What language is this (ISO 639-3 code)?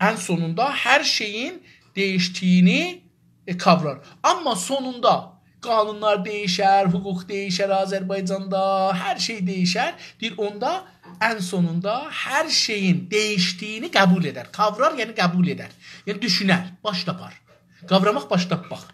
azb